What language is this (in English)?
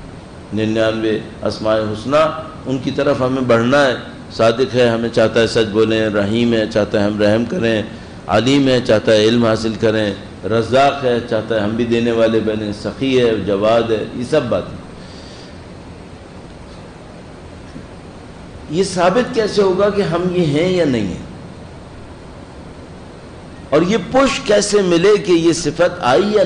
Urdu